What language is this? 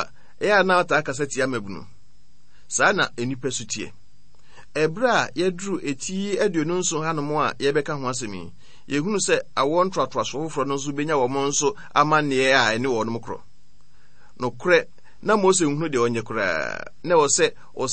Akan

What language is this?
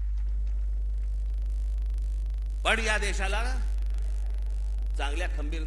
Marathi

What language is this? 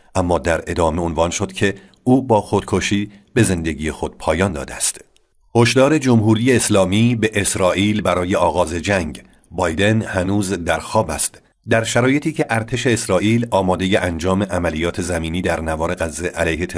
Persian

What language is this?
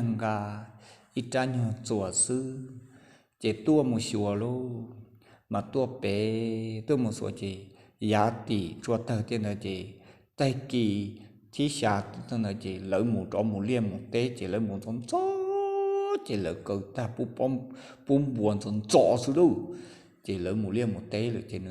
Hmong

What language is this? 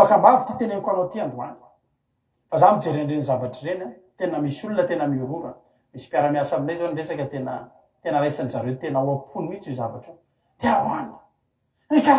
Malagasy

